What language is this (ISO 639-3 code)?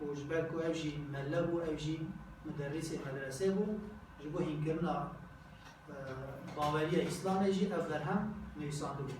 kur